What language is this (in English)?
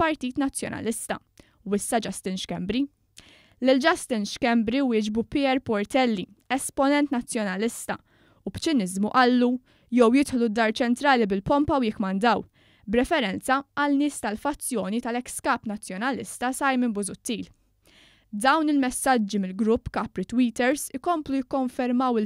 Maltese